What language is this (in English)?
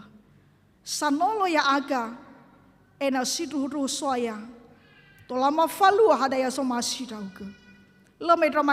Nias